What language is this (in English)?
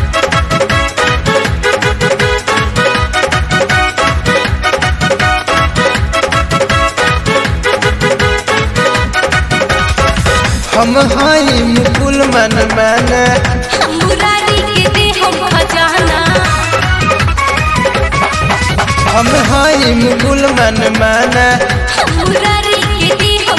Bhojpuri